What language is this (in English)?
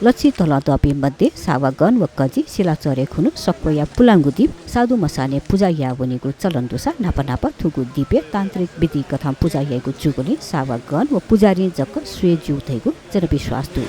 Newari